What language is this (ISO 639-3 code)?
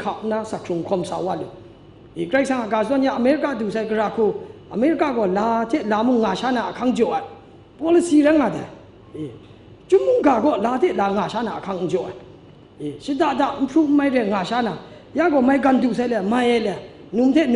kac